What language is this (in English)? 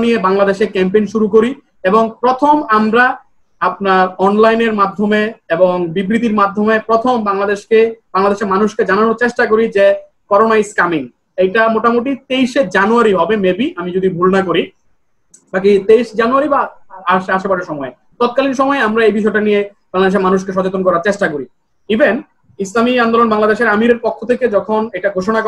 Bangla